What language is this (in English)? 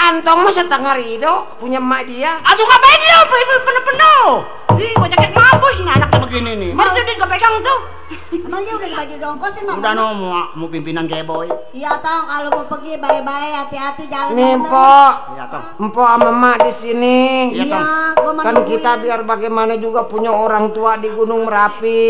Betawi